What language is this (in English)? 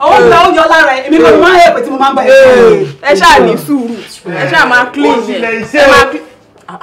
Yoruba